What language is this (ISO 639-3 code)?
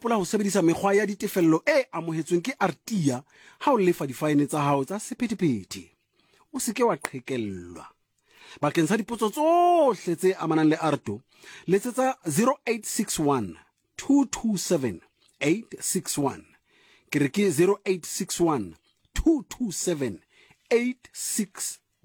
sot